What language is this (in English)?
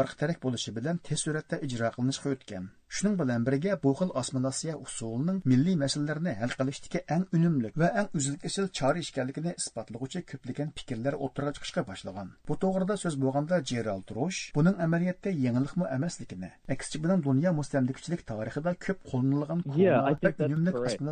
Uyghur